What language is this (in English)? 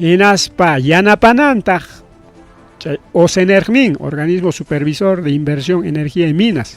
Ayacucho Quechua